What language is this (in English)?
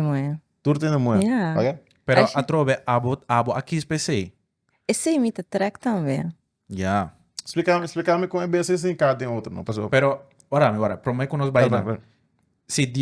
Papiamento